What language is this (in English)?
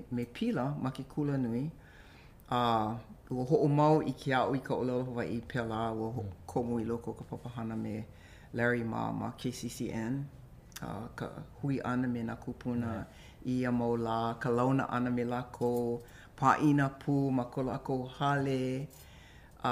Hawaiian